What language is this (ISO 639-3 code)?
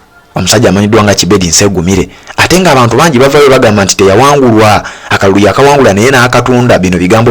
lug